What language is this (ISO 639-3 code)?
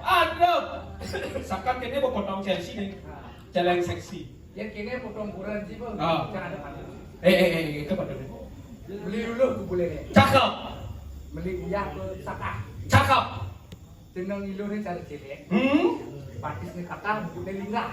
ban